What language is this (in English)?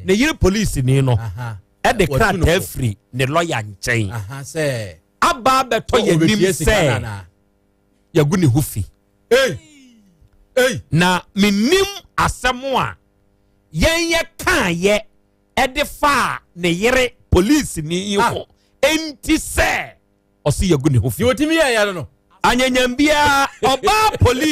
Akan